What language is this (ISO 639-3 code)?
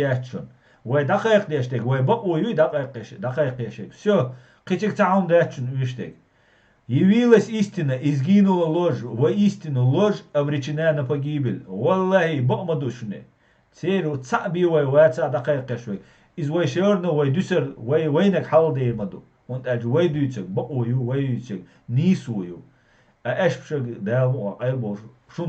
che